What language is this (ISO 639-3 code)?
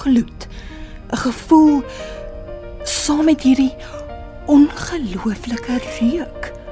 afr